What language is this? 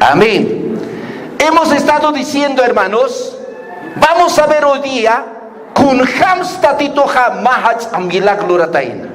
Aymara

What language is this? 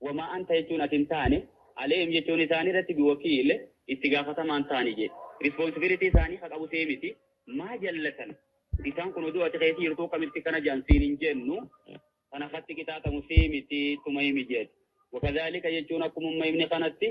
Oromo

